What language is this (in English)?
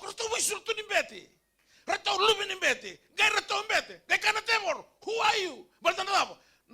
Fijian